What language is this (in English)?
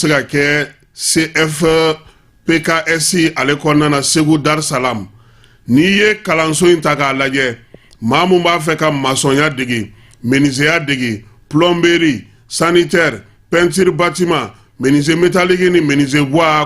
Bambara